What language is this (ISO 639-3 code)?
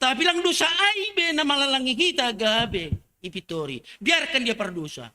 bts